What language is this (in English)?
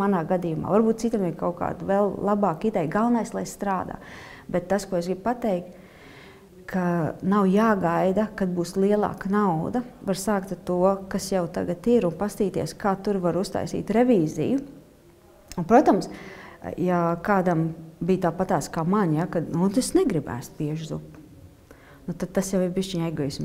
Latvian